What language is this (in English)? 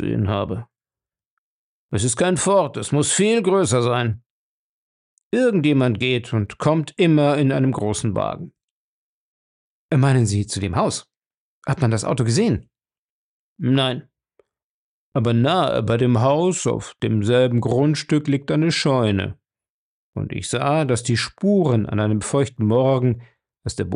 German